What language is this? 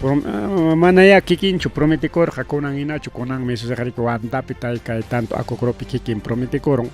Ayacucho Quechua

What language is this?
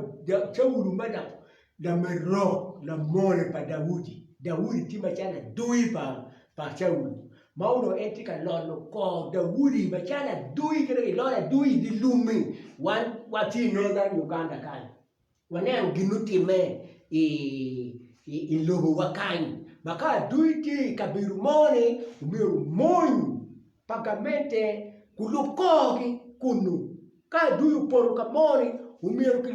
Acoli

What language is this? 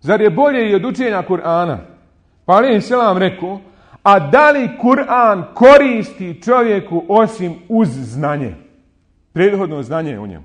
Bosnian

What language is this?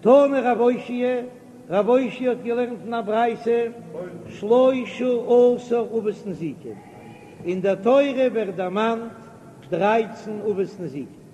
Yiddish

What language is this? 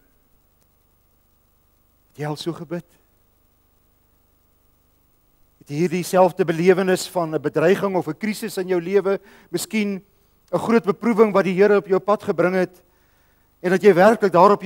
Afrikaans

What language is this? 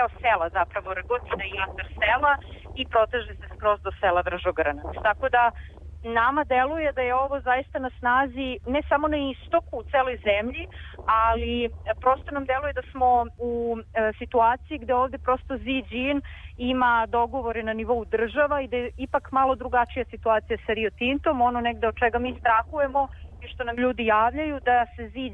Serbian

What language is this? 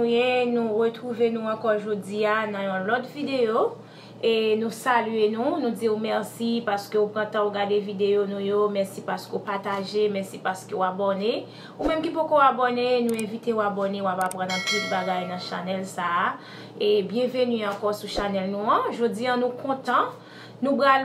Haitian Creole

